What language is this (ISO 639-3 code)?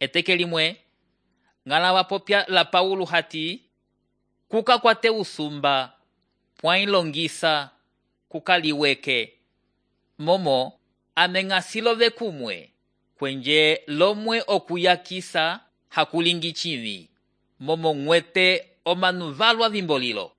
umb